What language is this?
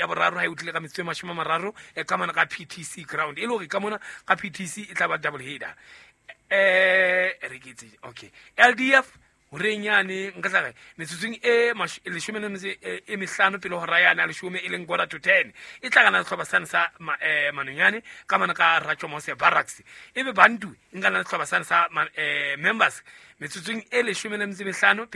Southern Sotho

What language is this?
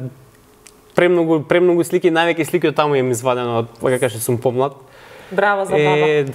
Macedonian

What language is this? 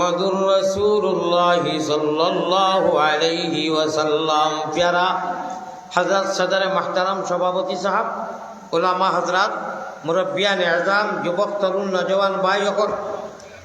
Sylheti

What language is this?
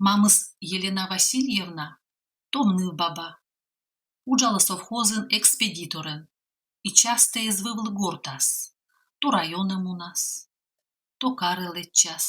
Komi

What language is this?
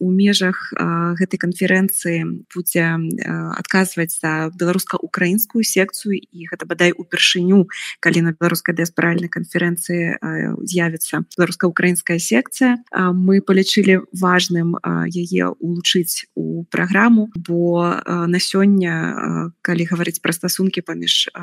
Belarusian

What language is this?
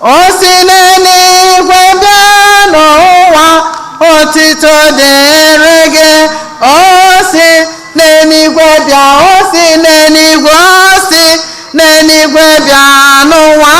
Igbo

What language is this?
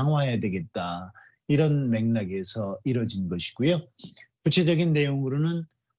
Korean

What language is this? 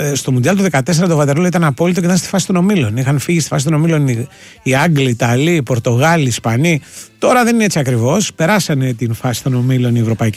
Greek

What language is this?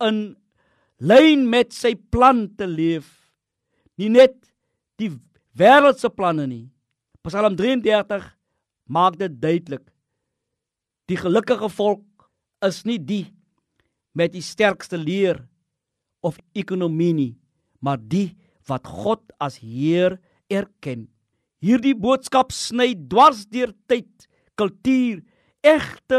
Afrikaans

